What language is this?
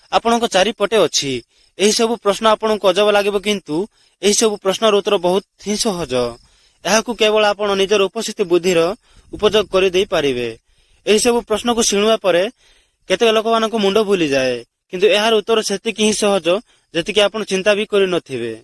Odia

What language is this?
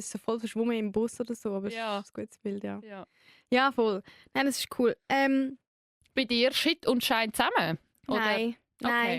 Swiss German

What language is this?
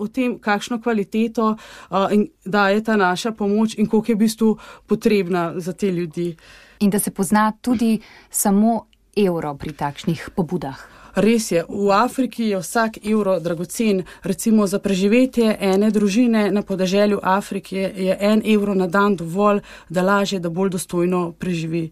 Slovenian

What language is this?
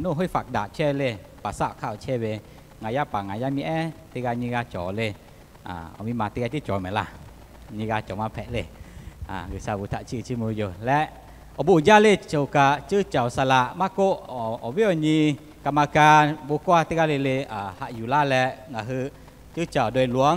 Lahu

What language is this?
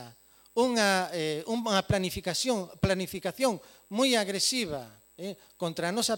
Galician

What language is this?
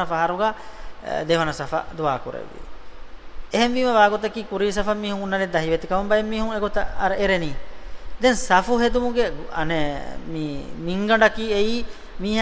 Divehi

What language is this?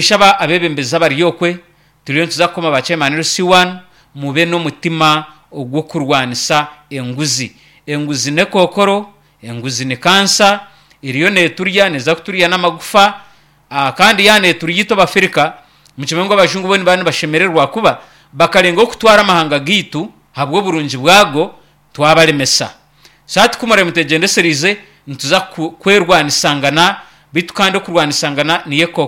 Nyankole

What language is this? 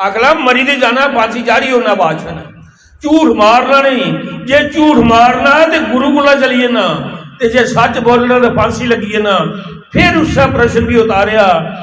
Dogri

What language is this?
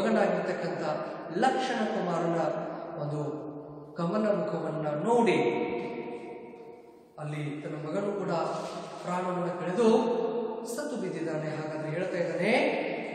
Kannada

